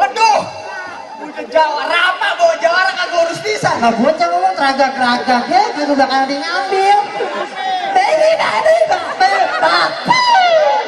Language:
Betawi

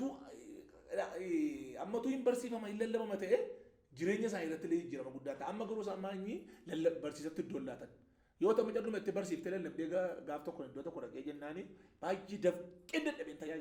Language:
Oromo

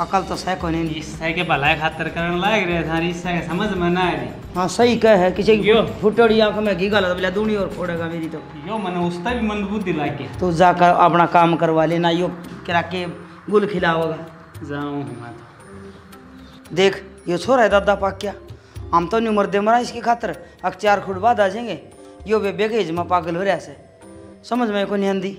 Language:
Haryanvi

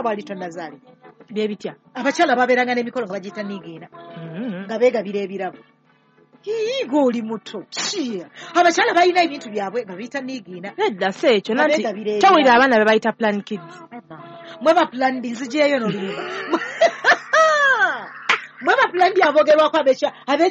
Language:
Ganda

